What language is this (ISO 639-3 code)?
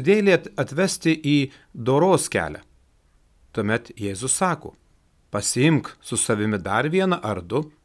lit